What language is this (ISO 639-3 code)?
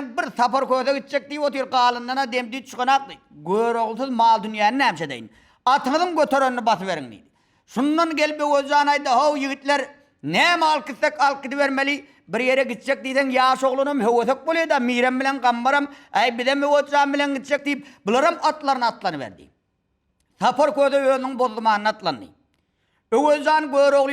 tuk